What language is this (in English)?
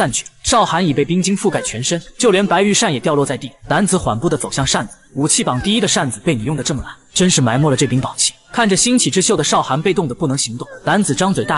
Chinese